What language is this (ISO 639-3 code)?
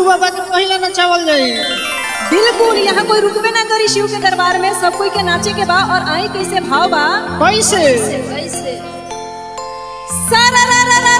bho